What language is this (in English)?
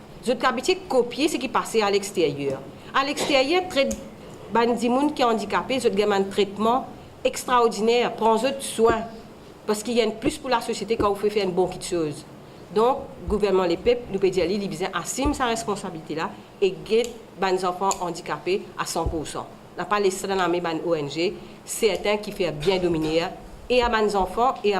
Morisyen